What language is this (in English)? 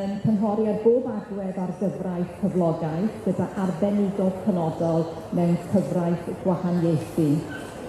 Welsh